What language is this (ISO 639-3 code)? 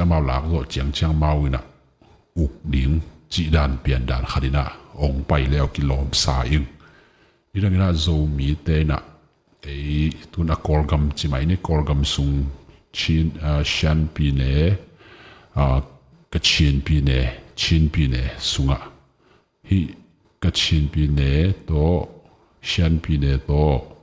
ctd